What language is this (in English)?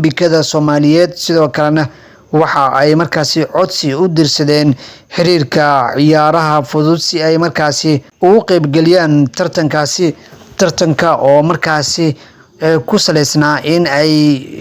Somali